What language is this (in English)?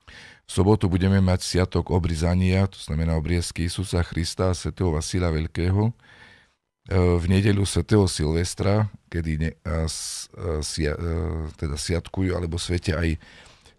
Slovak